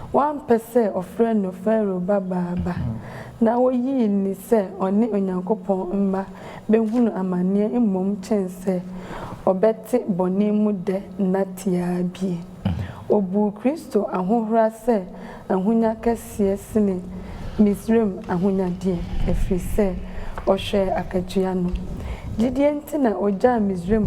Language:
Akan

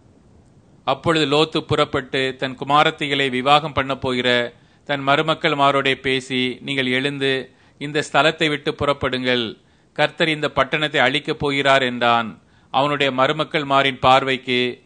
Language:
Tamil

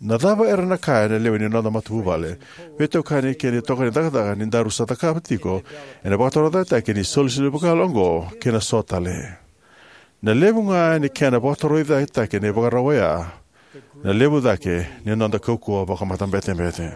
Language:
Fijian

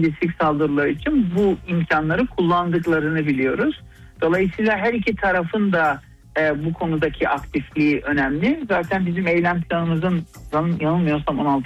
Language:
Turkish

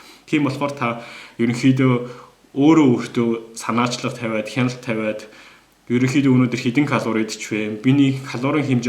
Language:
Mongolian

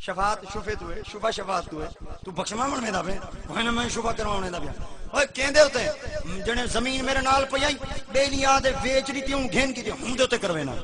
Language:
Saraiki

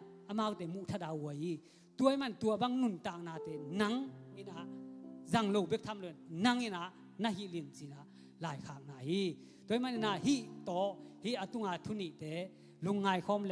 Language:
Tedim Chin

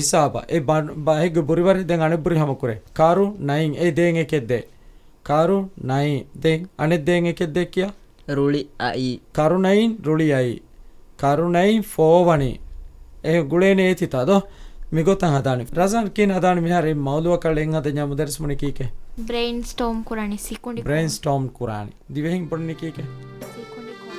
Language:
Divehi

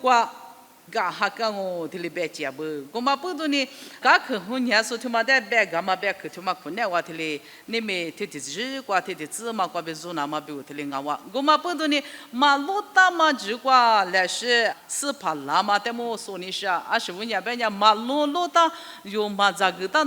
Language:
Lisu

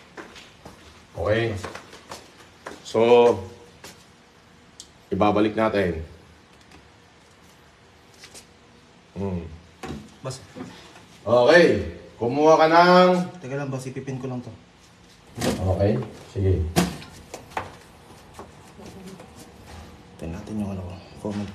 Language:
Filipino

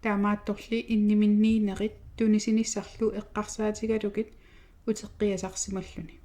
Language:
Kalaallisut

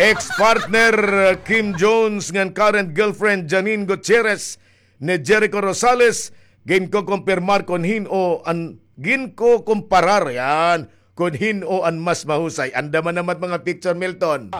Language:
Waray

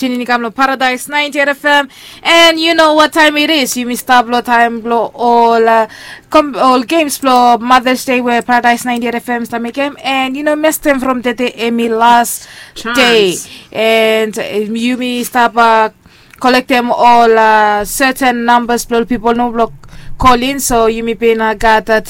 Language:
Bislama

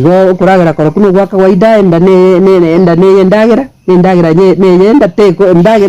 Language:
Gusii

